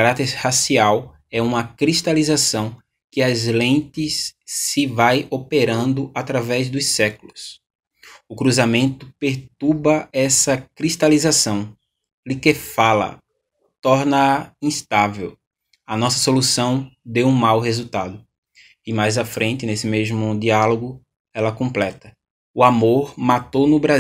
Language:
Portuguese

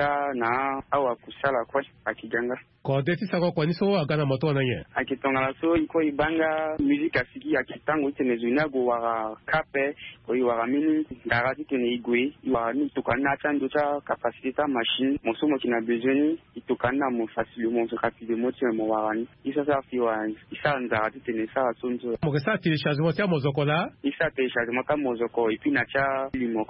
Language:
Sango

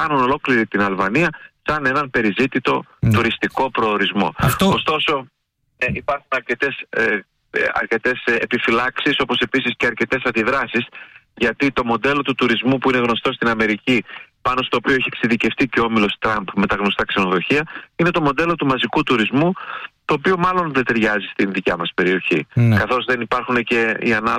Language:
Greek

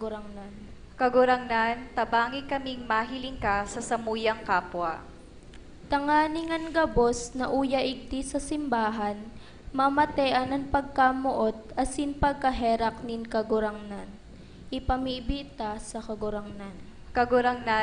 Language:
Bikol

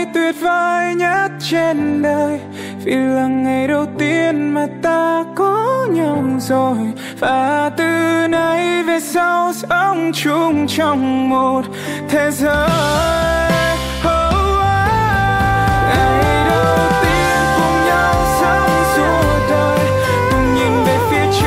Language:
Vietnamese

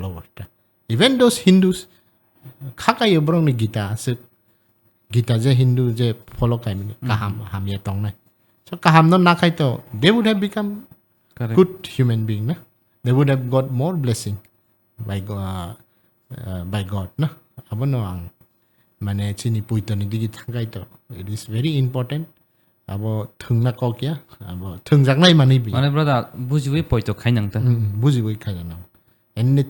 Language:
Kok Borok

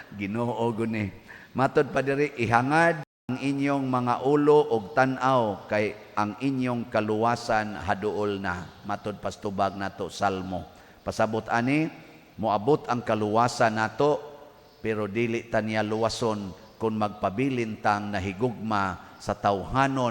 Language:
Cebuano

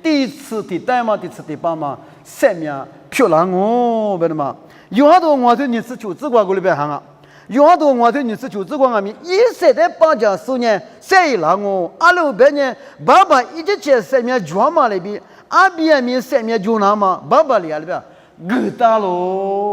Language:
Lisu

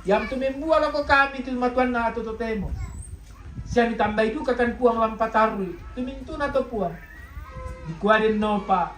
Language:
Toraja-Sa'dan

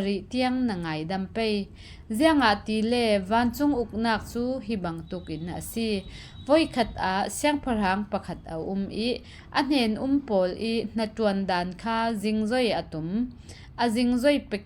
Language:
Falam Chin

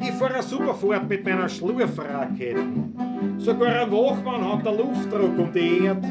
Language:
Bavarian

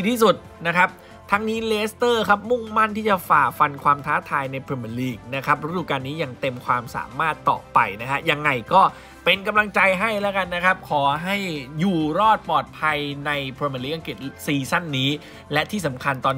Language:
Thai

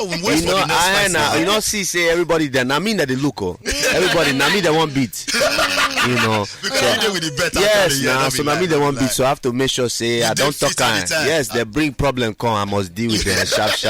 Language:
Nigerian Pidgin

